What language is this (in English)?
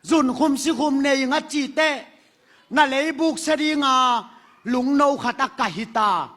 Tedim Chin